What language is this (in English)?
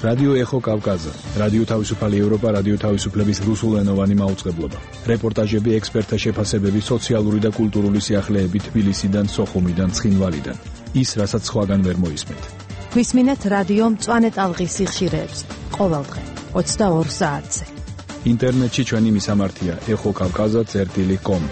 Georgian